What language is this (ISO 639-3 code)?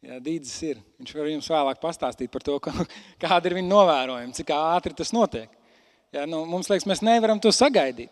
lav